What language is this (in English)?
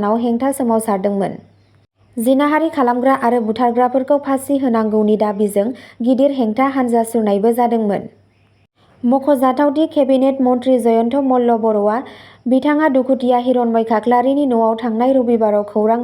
Bodo